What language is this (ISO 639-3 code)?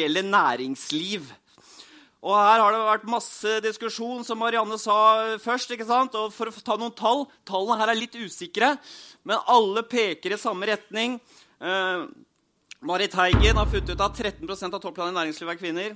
nor